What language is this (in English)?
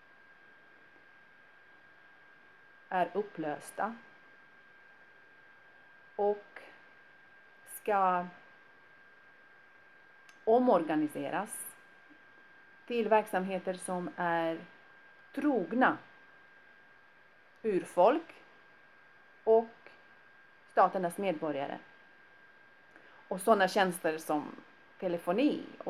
Swedish